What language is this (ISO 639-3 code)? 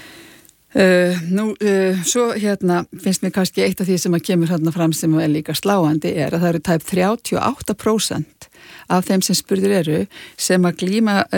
isl